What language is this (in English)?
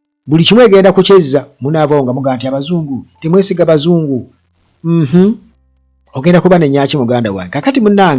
Ganda